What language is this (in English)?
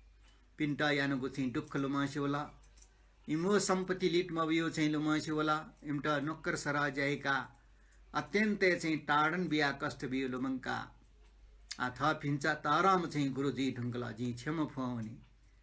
Newari